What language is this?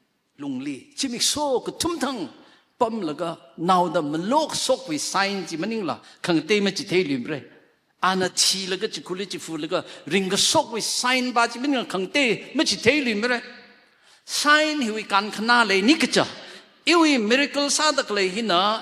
Tangkhul Naga (India)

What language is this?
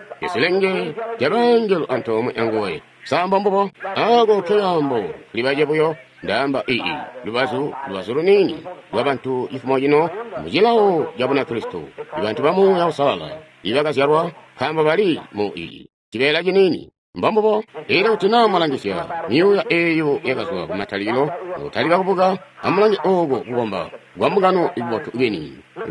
Tonga (Zambia)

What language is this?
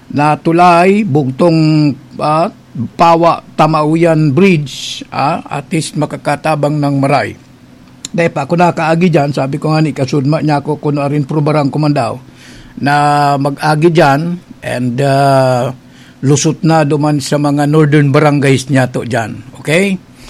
Bikol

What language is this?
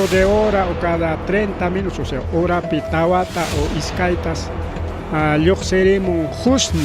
Ayacucho Quechua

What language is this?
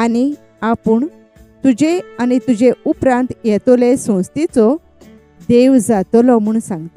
Konkani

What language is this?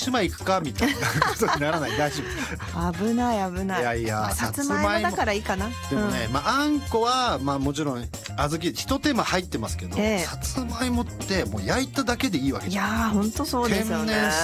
Japanese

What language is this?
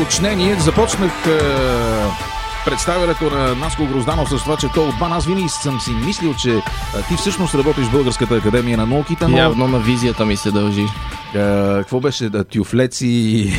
Bulgarian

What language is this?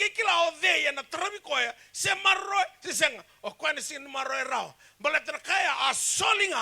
Fijian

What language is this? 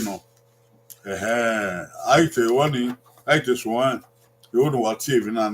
Bini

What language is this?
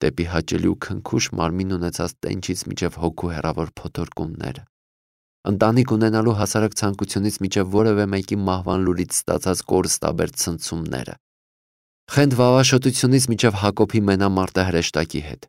Armenian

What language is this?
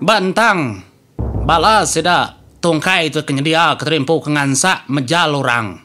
Iban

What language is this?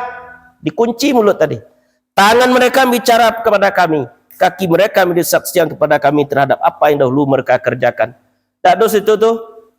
Minangkabau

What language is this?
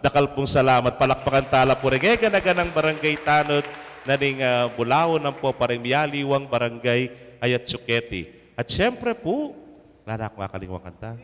Pampanga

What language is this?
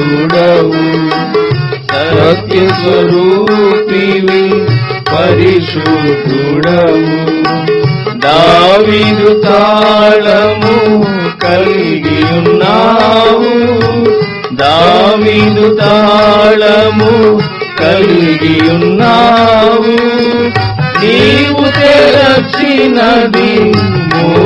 Telugu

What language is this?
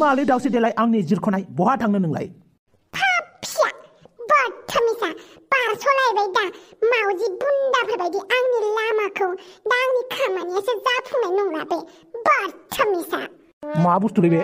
Bodo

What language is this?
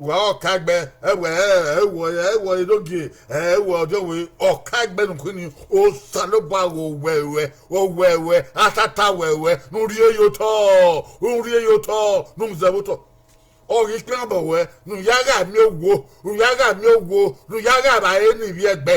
Bini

